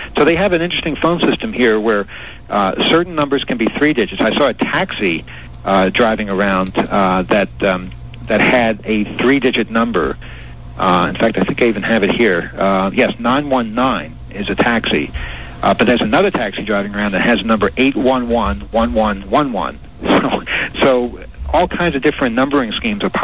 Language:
English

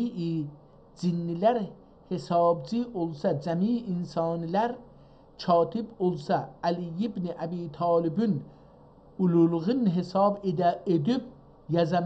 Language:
South Azerbaijani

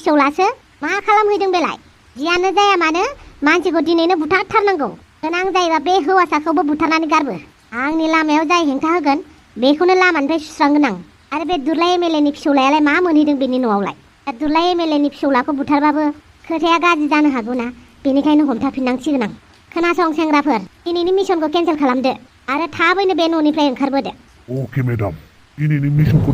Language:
Bodo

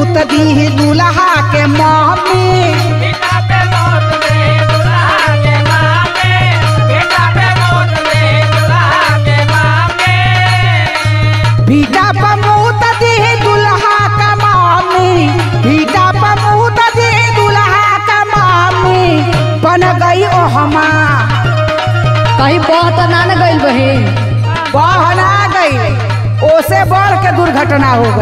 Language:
Bhojpuri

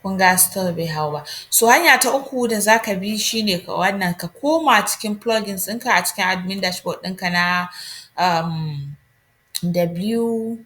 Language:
Hausa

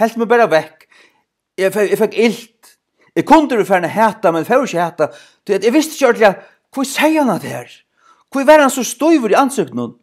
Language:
Faroese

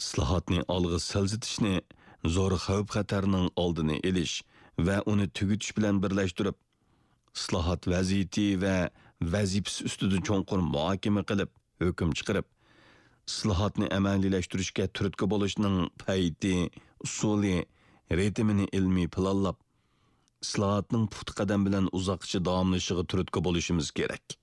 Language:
Uyghur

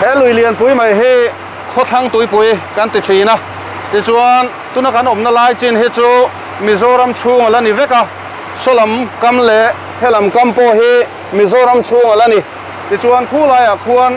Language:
Mizo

